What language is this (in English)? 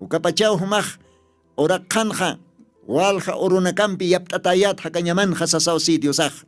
Aymara